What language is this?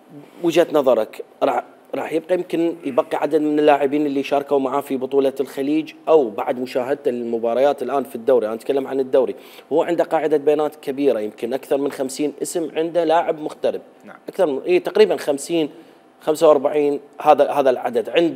Mesopotamian Arabic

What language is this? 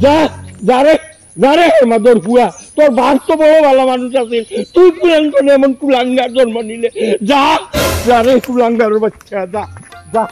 Sylheti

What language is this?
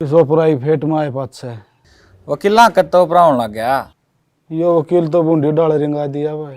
Haryanvi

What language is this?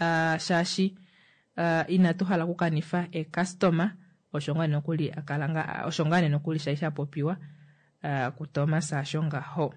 Kuanyama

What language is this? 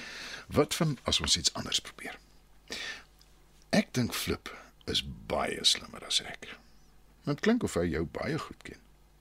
Afrikaans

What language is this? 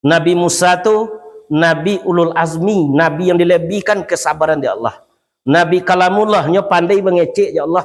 Minangkabau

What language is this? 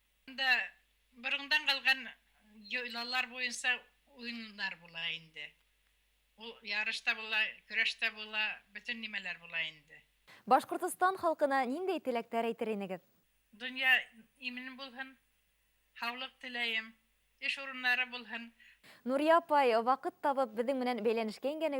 Bashkir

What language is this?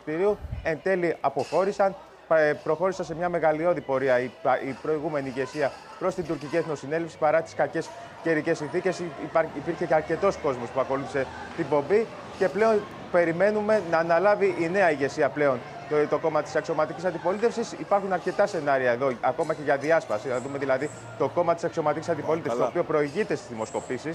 Greek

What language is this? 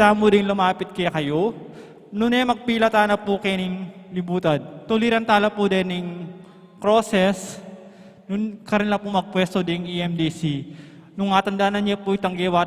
Pampanga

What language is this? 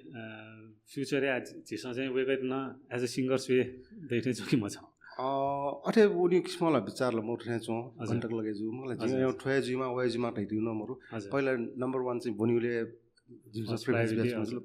Newari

